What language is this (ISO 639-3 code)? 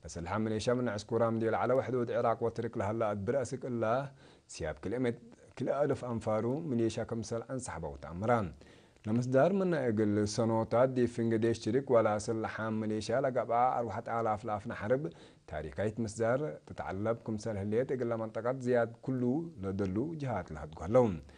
tig